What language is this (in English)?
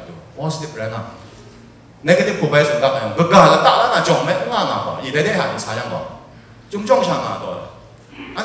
Kachin